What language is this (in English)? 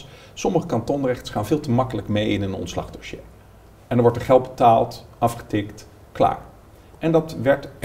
Dutch